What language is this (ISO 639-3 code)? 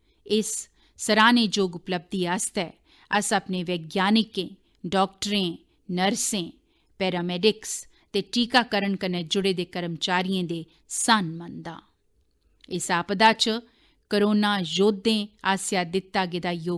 doi